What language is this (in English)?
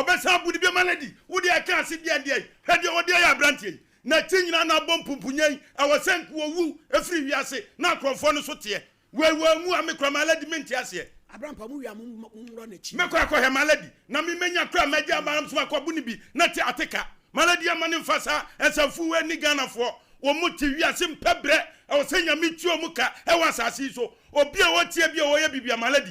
Akan